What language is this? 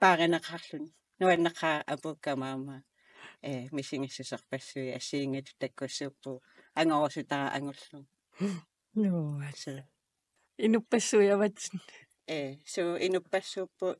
Kalaallisut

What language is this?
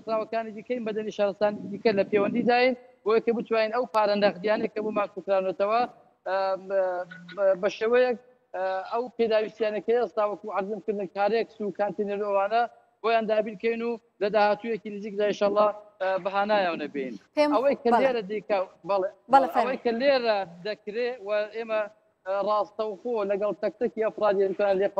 Central Kurdish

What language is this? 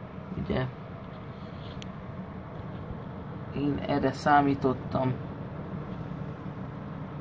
Hungarian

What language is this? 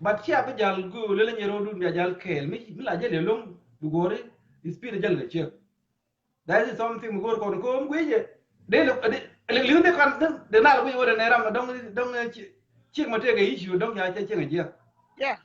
Nuer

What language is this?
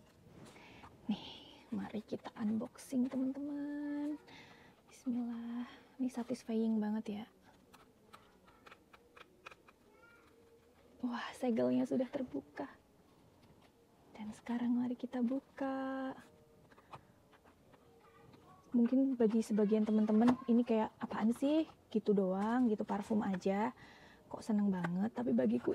Indonesian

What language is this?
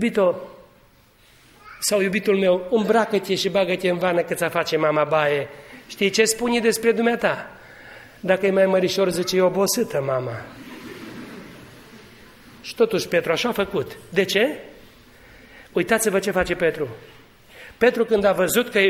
Romanian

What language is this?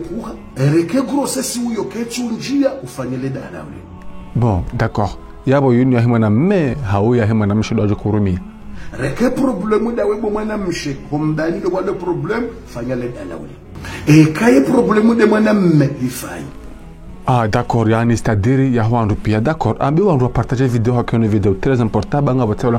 Ngazidja Comorian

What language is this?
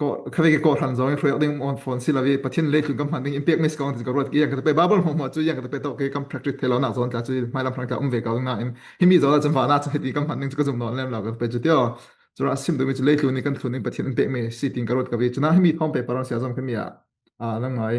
Falam Chin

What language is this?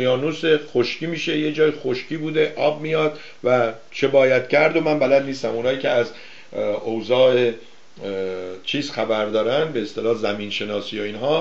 Persian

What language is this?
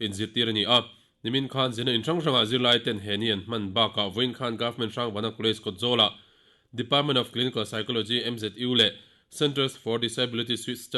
Mizo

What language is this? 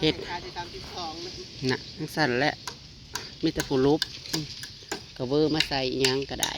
Northeastern Thai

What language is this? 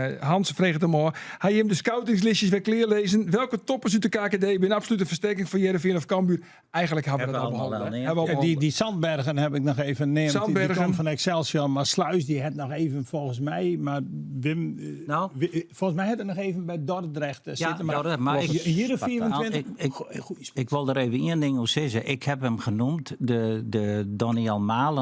Western Frisian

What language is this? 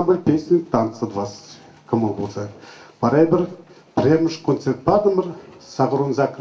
Chuvash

